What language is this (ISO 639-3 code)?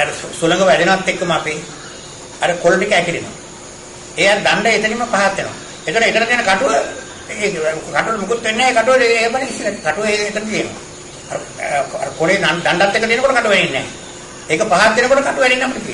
sin